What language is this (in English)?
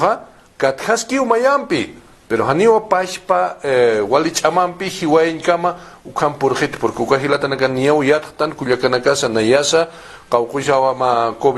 Aymara